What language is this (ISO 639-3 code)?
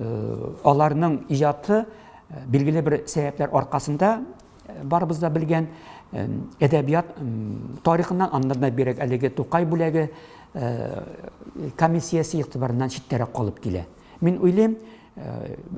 tat